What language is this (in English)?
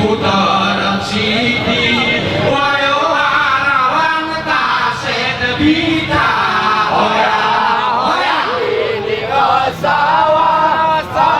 Gayo